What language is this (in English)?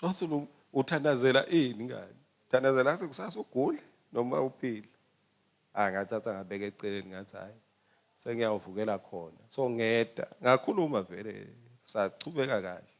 Swati